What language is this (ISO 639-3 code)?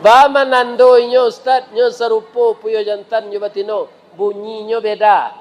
min